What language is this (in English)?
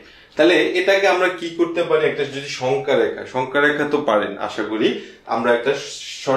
Bangla